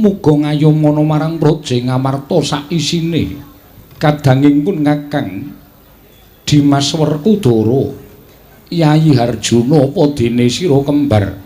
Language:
Javanese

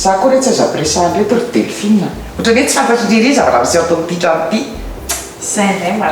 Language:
Malagasy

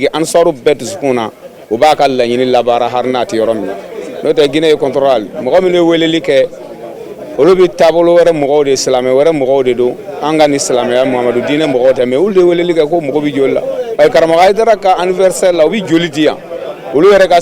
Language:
Bambara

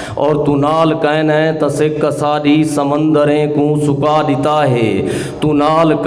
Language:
Saraiki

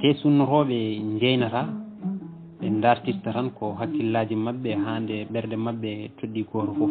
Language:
Fula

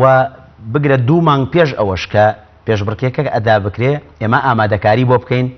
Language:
Central Kurdish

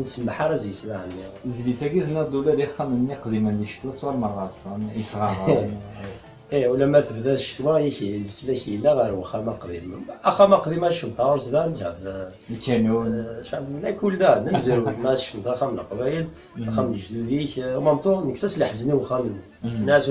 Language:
Kabyle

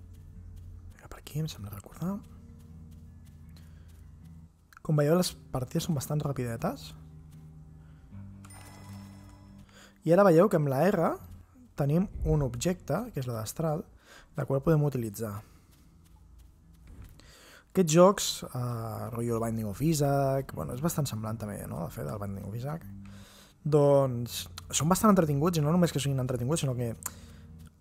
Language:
Catalan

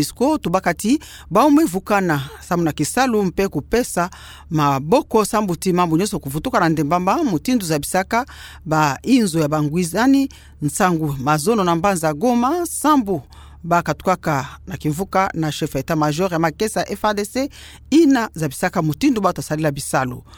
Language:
Kituba (Democratic Republic of Congo)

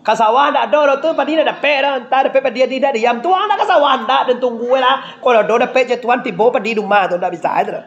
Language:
Minangkabau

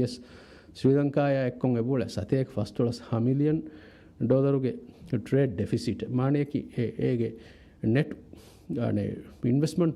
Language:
Divehi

